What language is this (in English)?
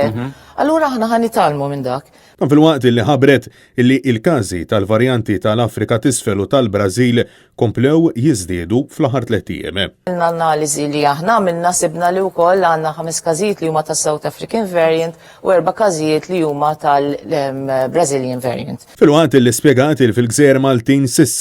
Maltese